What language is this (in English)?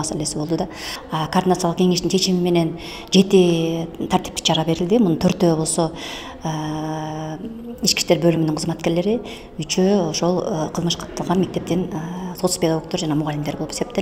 Kyrgyz